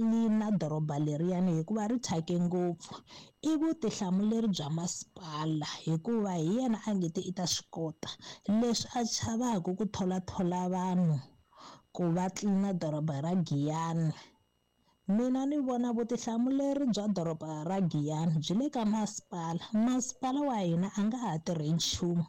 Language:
Tsonga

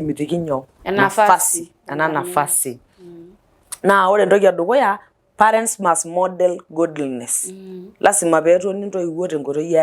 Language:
Masai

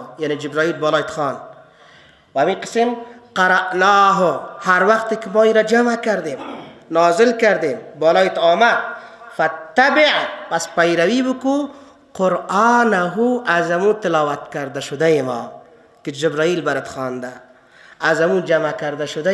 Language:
Persian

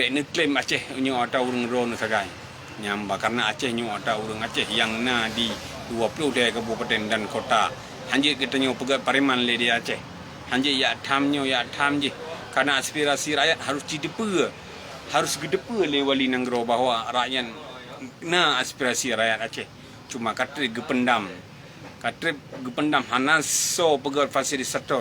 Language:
Achinese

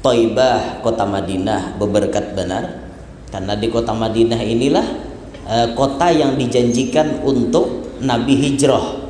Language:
Banjar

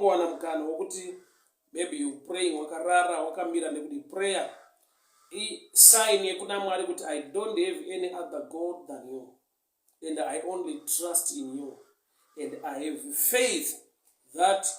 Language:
Shona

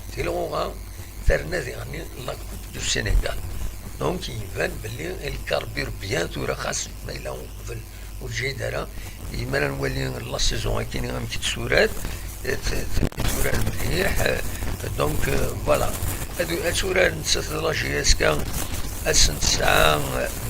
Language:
Kabyle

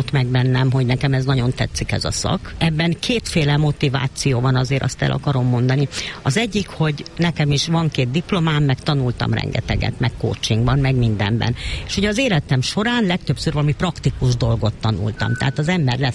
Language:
Hungarian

